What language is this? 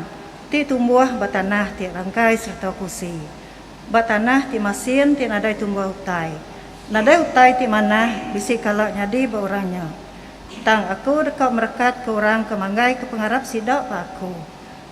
Iban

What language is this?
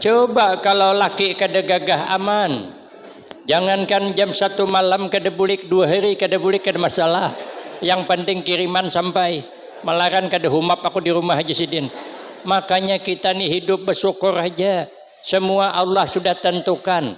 Banjar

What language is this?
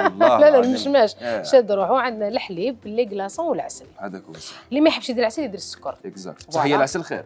Algerian Arabic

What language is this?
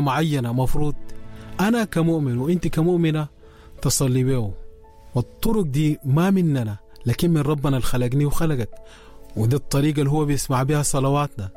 Sudanese Arabic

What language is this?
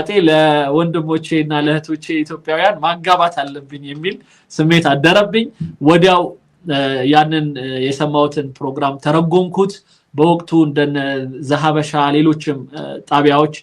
Amharic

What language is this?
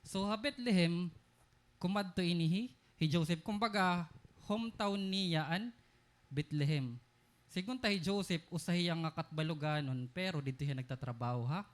Waray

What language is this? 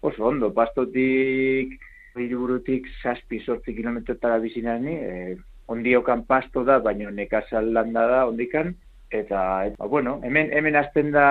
Basque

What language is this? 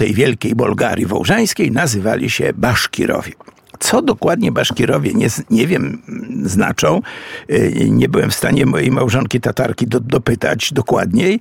Polish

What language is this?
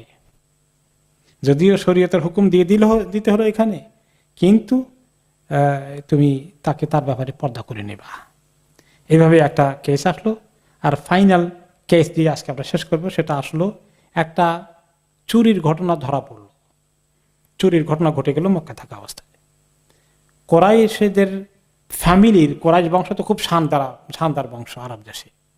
Bangla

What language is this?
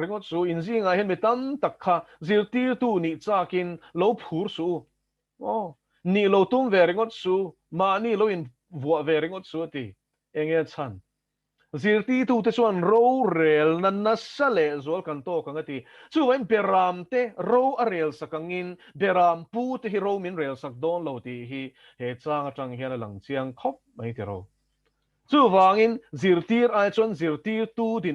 Mizo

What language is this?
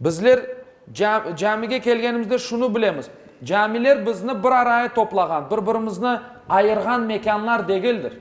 Crimean Tatar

